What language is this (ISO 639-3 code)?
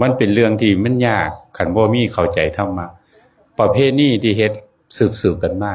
tts